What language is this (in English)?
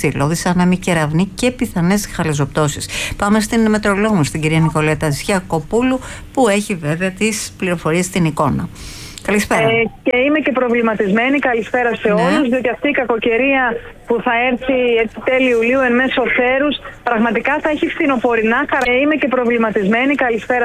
Greek